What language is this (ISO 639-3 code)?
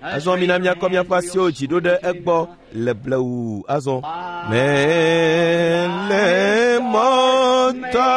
ewe